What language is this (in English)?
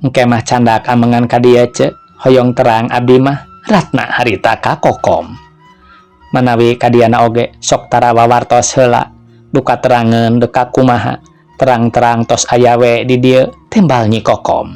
Sundanese